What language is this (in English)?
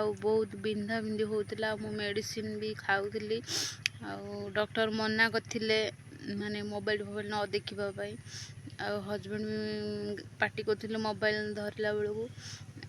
Odia